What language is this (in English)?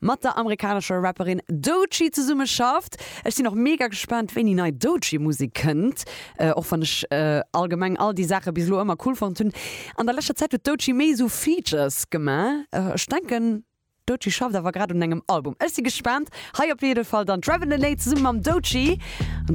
Luxembourgish